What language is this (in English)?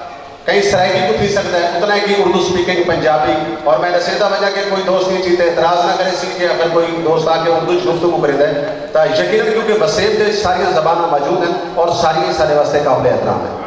Saraiki